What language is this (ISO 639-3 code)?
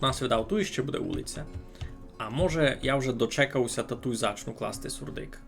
rue